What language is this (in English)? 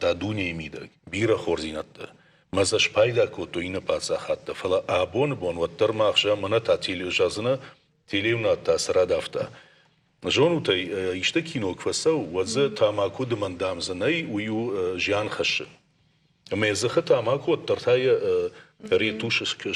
Ossetic